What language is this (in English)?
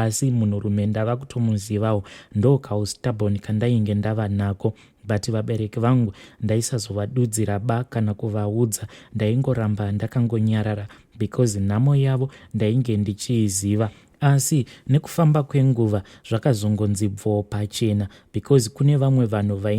Shona